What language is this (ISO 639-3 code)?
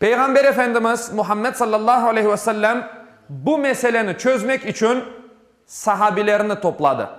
crh